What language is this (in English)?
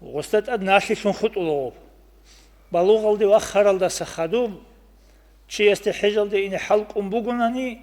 Avaric